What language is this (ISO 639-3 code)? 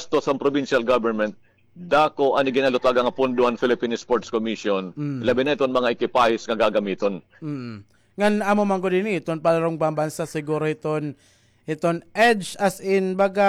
war